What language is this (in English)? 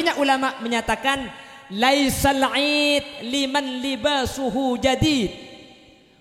Madurese